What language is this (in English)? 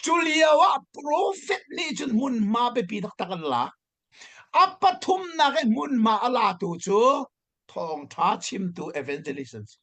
Hakha Chin